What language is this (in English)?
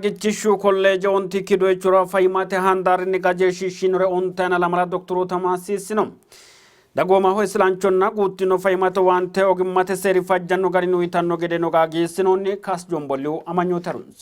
Sidamo